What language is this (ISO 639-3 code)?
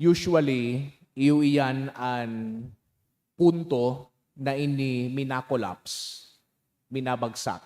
bik